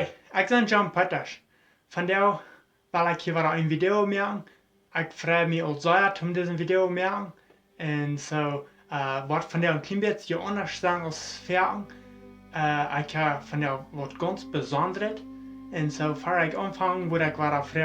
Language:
Plautdietsch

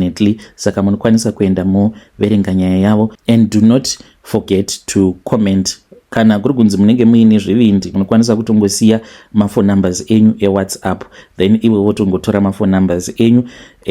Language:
Shona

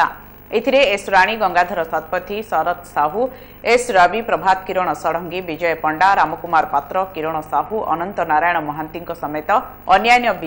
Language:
Odia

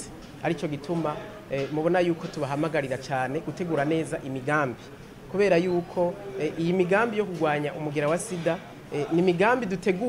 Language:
Rundi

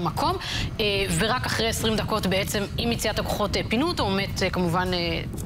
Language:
Hebrew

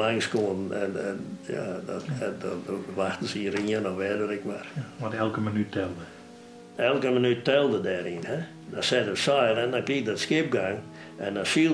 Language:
Western Frisian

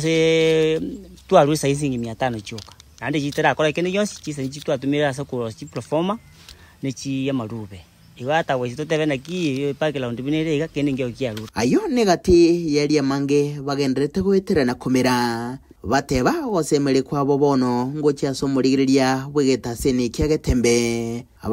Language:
Gusii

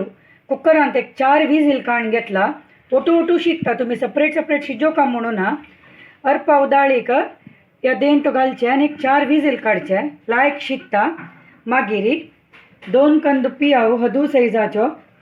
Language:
Konkani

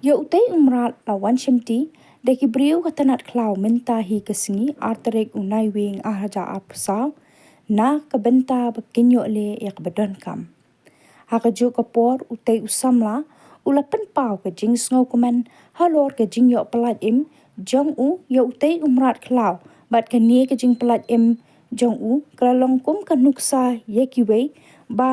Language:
Khasi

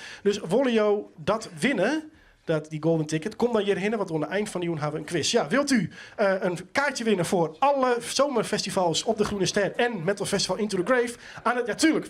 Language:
Western Frisian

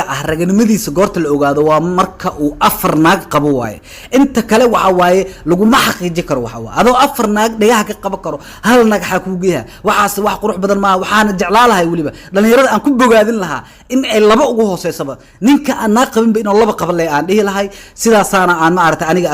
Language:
Somali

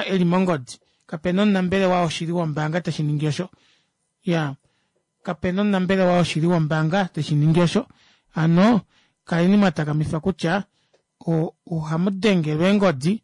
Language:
Kuanyama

